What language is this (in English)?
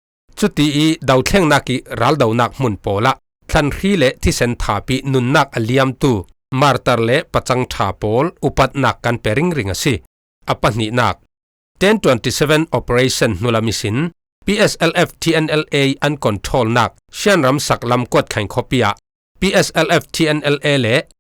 Falam Chin